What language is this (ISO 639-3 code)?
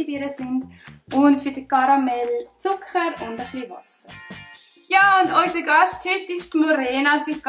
gsw